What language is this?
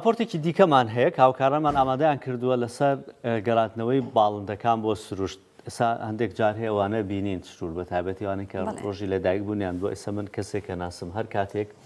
Central Kurdish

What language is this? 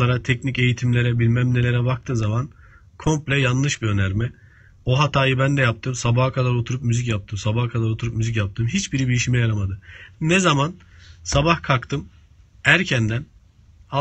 Turkish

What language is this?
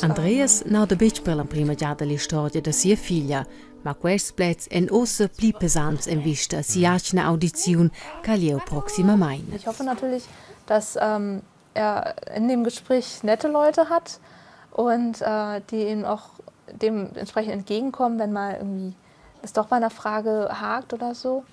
Romansh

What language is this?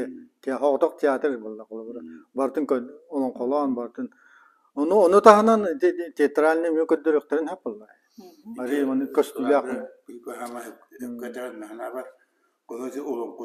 Yakut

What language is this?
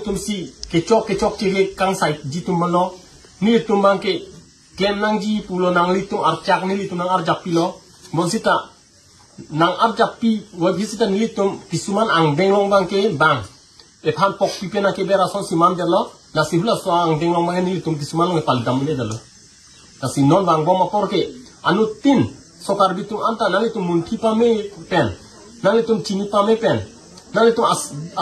Karbi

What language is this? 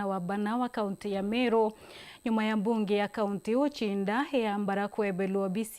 Meru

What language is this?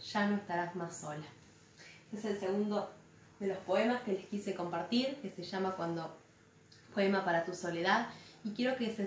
Spanish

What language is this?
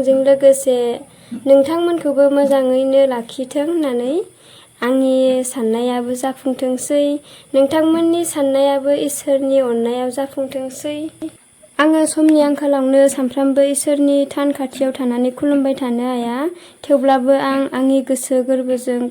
Bodo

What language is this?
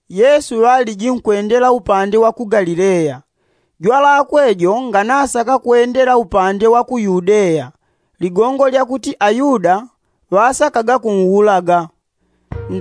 Yao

